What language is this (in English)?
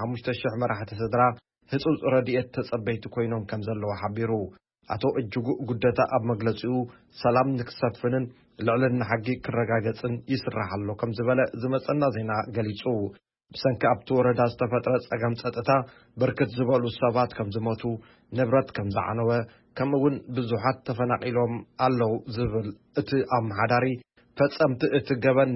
Tigrinya